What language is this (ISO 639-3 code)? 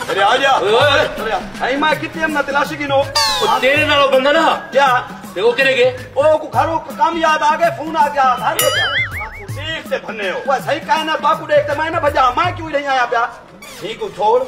skr